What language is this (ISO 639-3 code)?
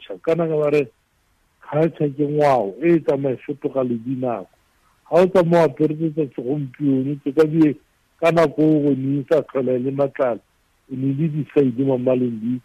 tsn